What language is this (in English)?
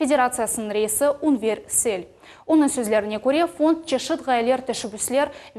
Crimean Tatar